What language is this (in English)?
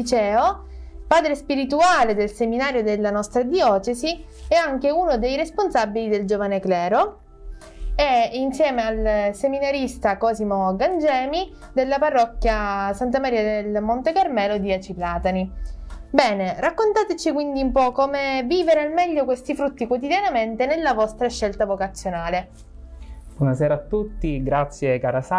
Italian